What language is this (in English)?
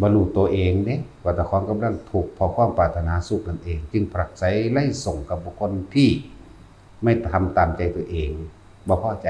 Northeastern Thai